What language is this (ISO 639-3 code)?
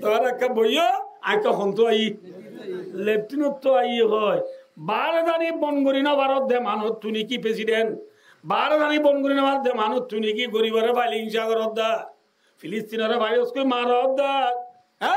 rhg